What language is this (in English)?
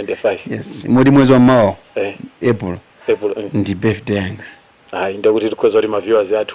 Nyanja